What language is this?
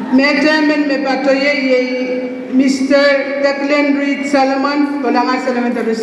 Pohnpeian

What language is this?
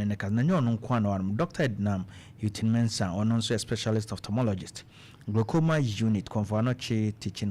Akan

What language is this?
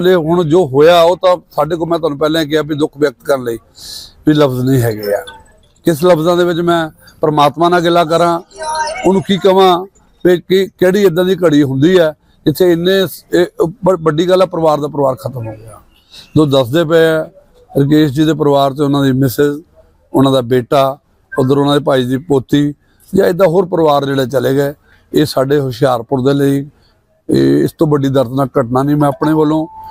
Punjabi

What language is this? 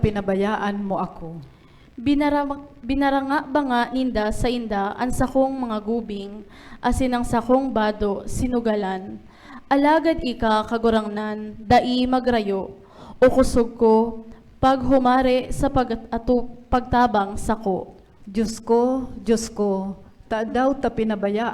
Bikol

